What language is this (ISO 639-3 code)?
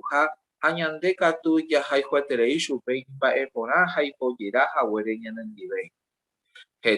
grn